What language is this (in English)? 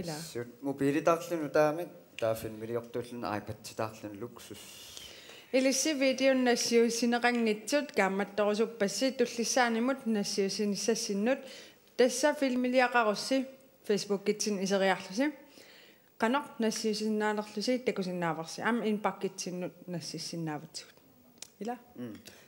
Kalaallisut